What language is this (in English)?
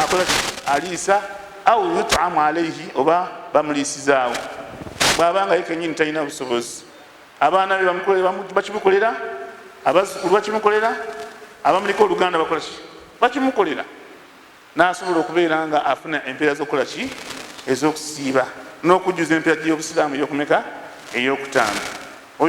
Ganda